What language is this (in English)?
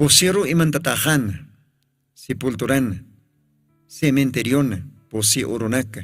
Aymara